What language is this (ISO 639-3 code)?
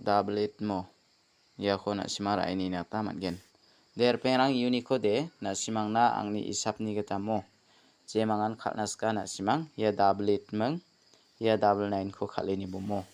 grt